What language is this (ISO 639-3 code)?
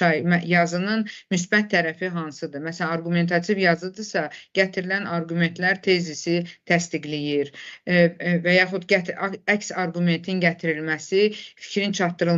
aze